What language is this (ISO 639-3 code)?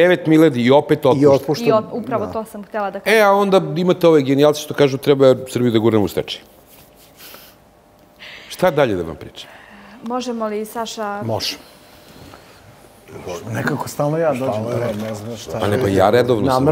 srp